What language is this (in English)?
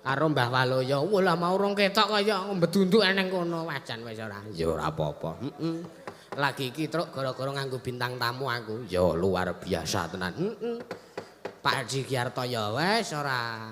Javanese